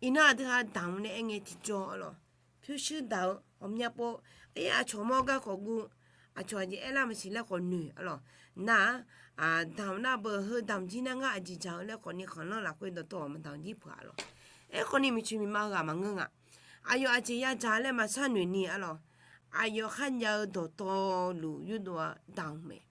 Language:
Akha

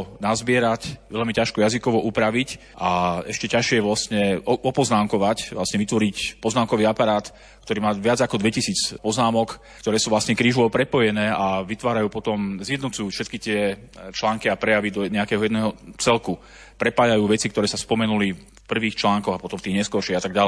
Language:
Slovak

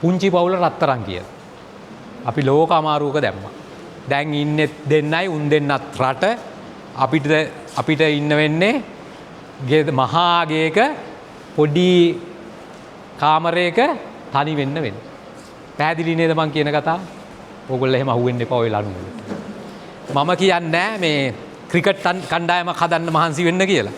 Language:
Sinhala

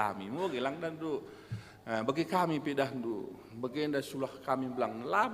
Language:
Batak Karo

